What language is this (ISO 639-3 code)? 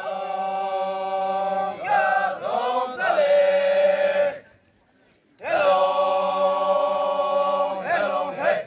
yim